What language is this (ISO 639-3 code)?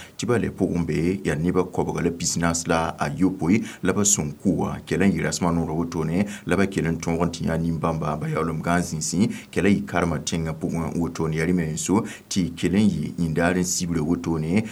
mos